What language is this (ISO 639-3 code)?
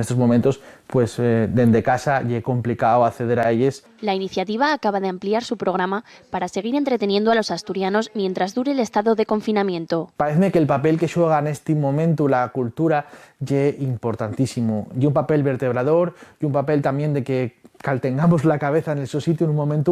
ast